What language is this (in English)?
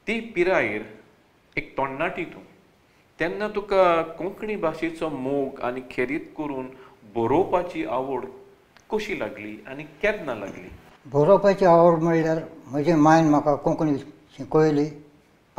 Konkani